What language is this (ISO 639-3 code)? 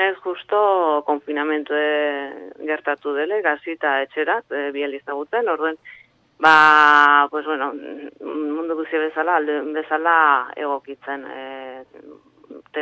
eus